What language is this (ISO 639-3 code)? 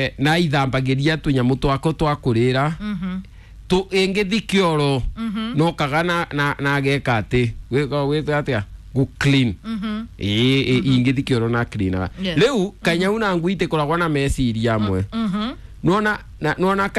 kik